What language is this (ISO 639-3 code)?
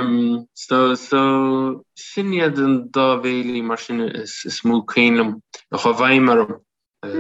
gle